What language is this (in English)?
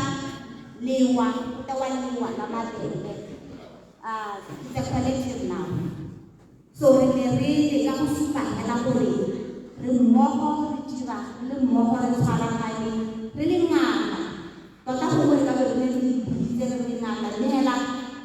Tswana